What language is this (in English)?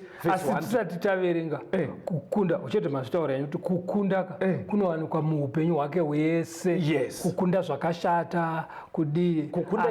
Shona